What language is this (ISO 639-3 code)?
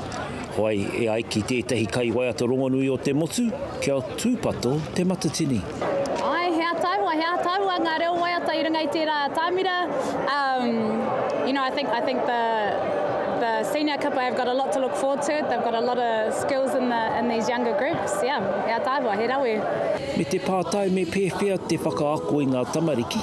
mri